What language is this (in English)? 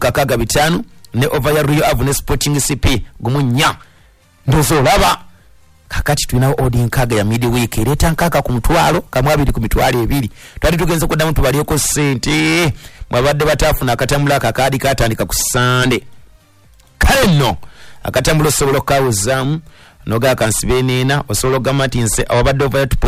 Ganda